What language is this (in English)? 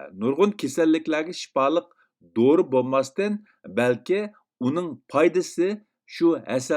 Uyghur